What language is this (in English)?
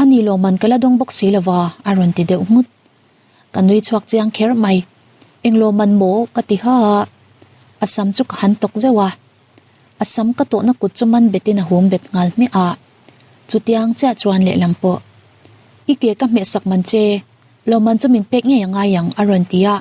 Mizo